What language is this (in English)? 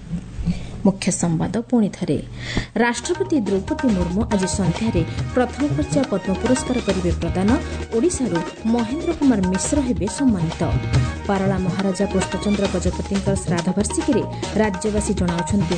Odia